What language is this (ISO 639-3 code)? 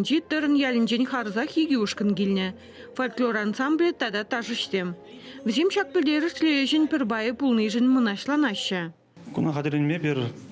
chv